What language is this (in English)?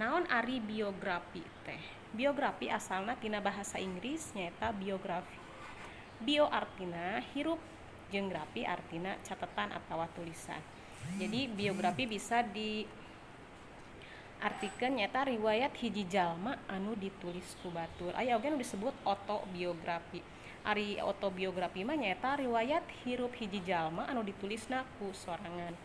Sundanese